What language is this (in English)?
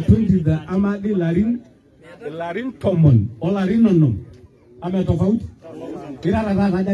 Masai